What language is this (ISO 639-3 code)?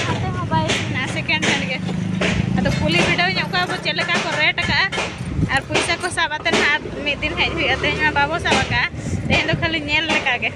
sat